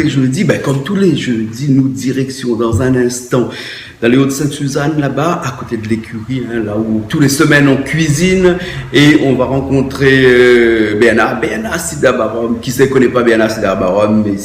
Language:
Réunion Creole French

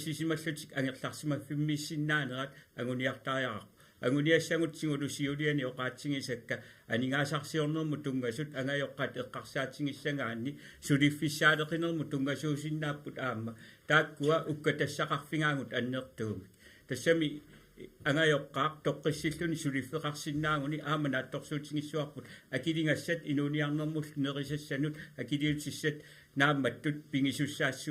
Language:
Kalaallisut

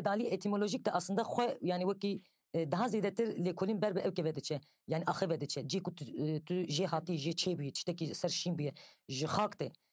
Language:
Kurdish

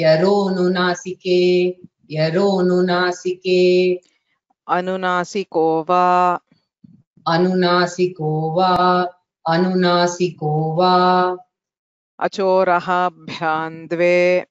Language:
Sanskrit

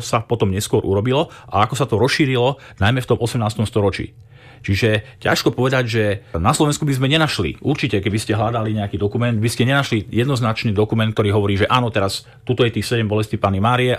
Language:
Slovak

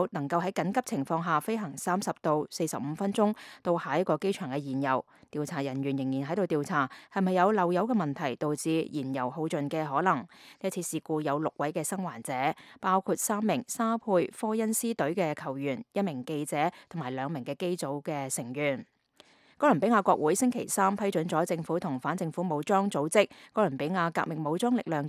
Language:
Cantonese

